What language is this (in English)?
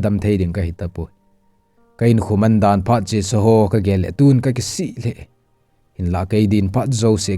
Thado Chin